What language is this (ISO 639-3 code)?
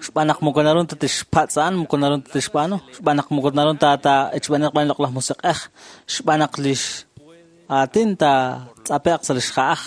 kek